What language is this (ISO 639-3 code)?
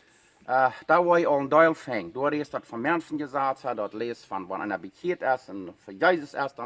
pdt